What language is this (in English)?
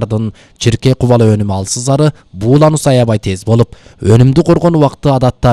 Kyrgyz